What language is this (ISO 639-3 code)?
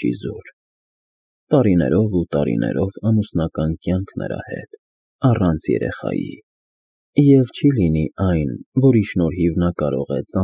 hye